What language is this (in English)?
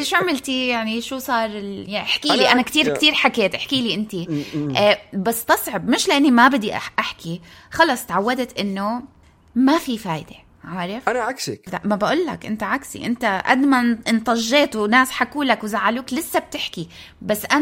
North Levantine Arabic